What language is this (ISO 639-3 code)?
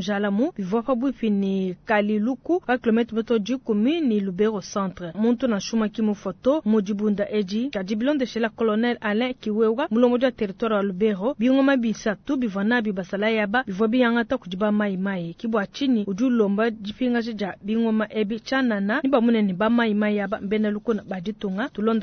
lua